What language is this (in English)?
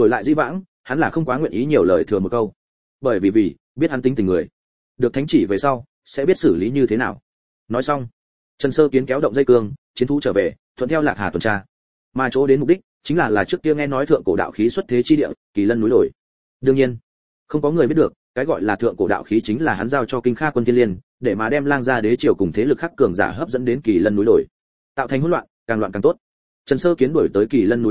Vietnamese